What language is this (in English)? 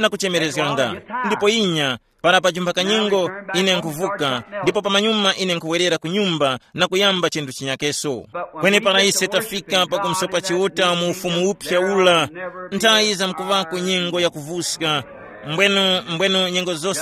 Tumbuka